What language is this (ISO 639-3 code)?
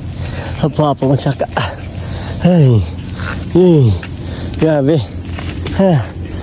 hil